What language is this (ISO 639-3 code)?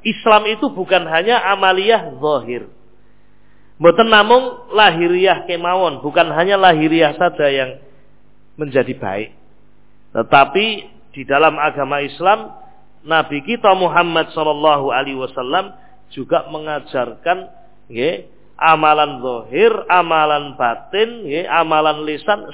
ind